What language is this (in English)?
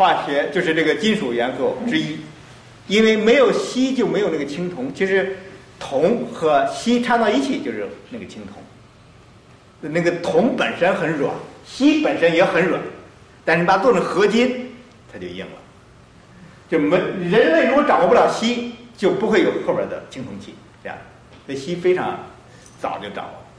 Chinese